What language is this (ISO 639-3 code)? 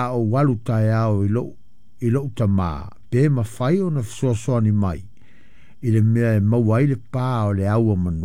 smo